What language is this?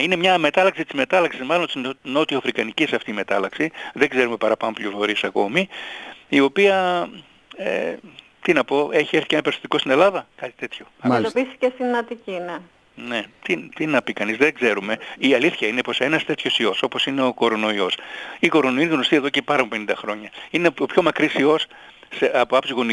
Greek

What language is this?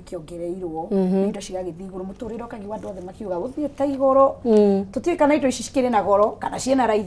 Kikuyu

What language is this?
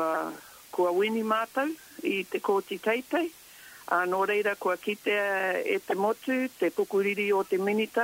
Māori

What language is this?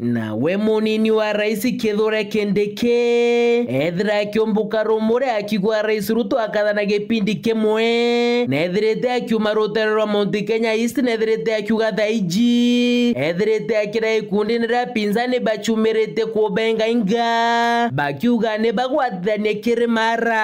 Meru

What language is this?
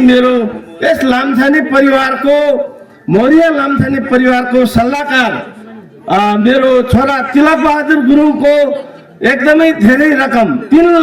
Nepali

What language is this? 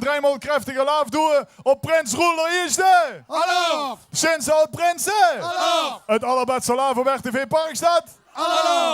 Limburgish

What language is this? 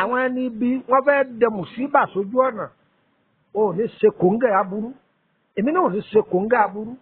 Yoruba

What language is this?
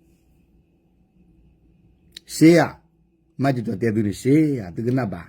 S'gaw Karen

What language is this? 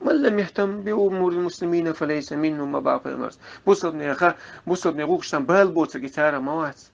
Chechen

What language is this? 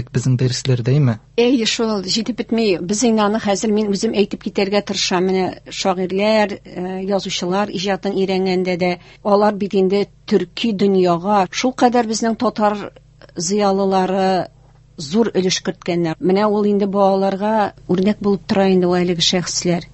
Tatar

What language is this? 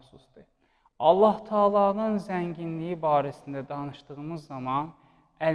Azerbaijani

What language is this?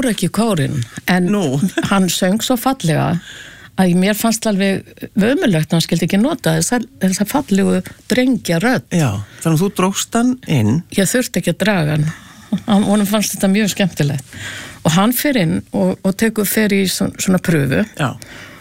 Icelandic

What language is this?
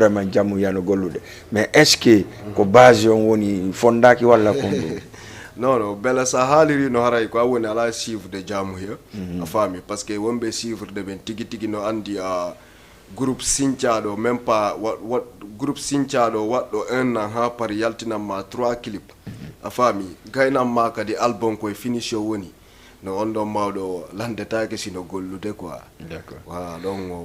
Fula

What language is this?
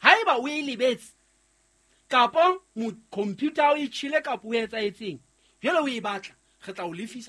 Southern Sotho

